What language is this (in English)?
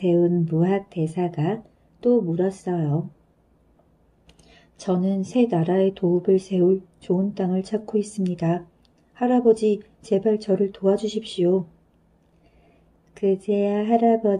Korean